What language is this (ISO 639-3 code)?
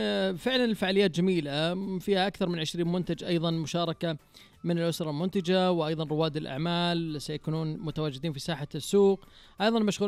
ars